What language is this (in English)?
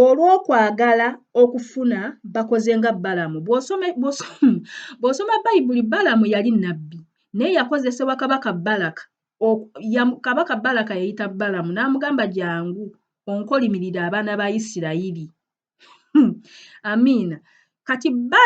Ganda